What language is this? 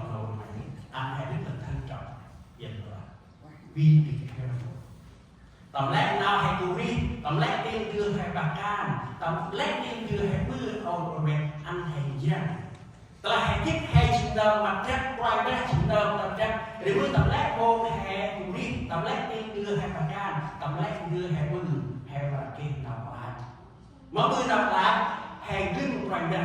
Central Mnong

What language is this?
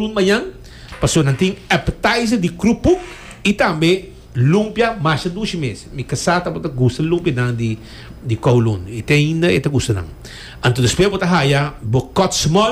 Papiamento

